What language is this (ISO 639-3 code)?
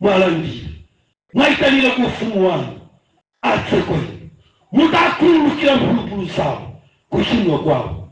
nya